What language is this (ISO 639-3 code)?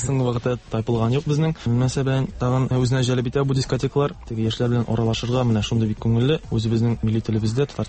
tat